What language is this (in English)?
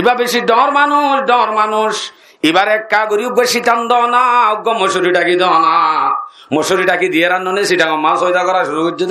Rohingya